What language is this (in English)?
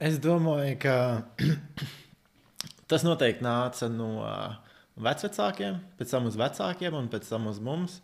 Latvian